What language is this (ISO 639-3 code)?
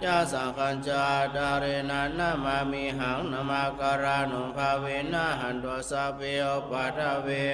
pli